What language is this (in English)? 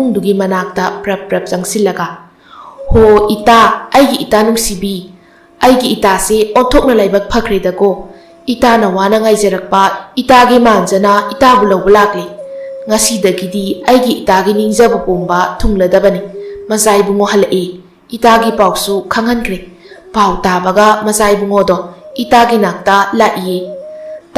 Manipuri